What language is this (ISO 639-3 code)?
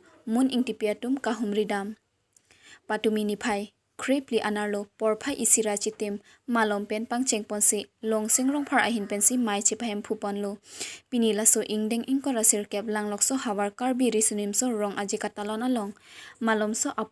mjw